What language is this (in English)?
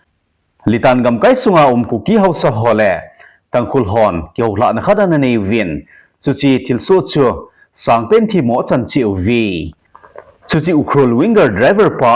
Thado Chin